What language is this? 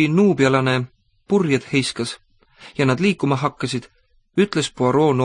Estonian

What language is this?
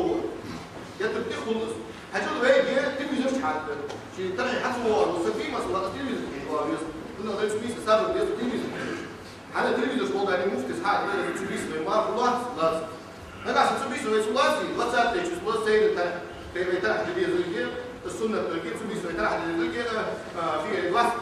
Ingush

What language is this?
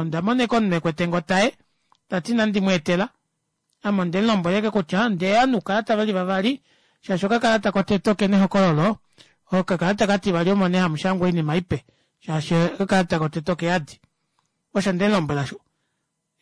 Kuanyama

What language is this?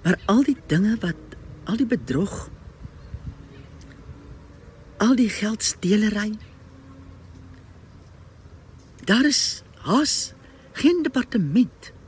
Afrikaans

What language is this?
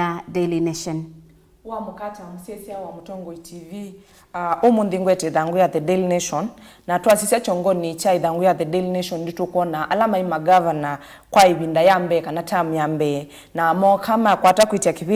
Kamba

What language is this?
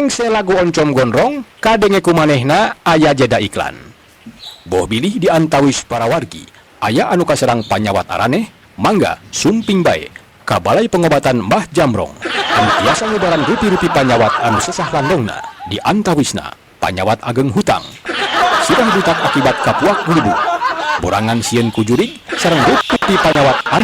Sundanese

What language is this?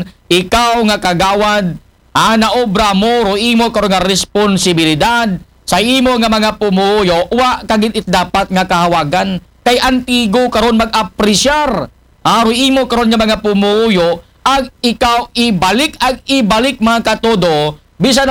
Aklanon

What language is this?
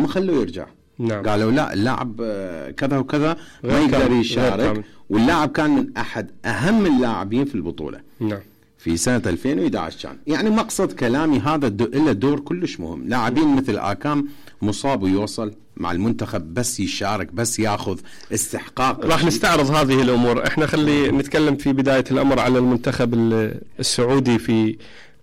Mesopotamian Arabic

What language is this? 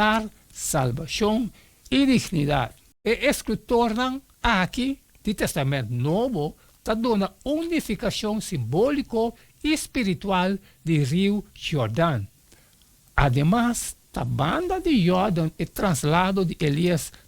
Papiamento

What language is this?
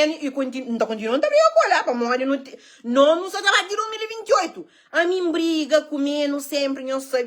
Kabuverdianu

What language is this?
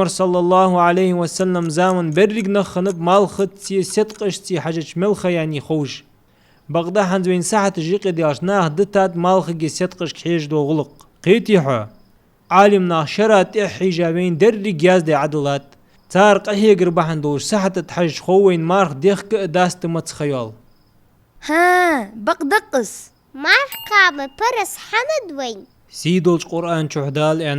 Ingush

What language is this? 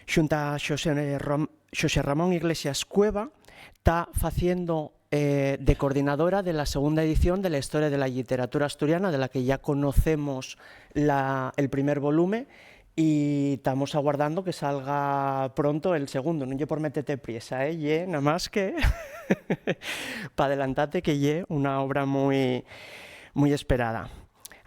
Asturian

